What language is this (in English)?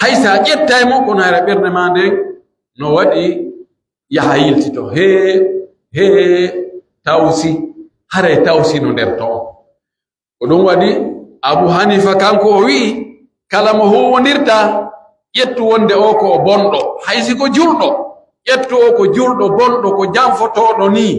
Pular